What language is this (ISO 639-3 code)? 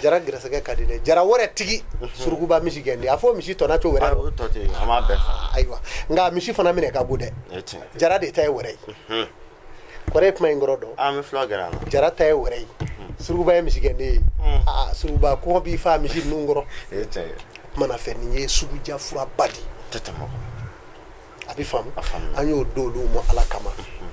bam